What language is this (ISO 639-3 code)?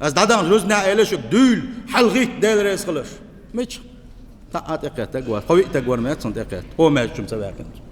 che